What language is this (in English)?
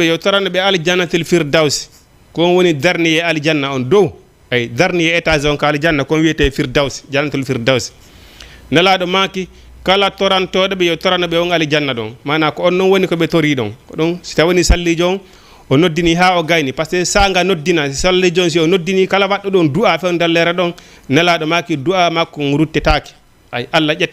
Fula